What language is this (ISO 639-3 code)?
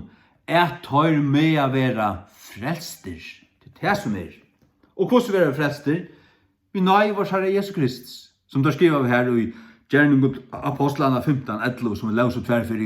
fao